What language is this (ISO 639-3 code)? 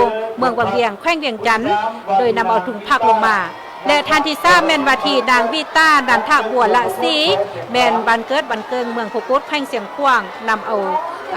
lao